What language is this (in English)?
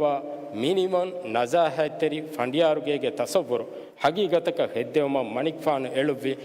Divehi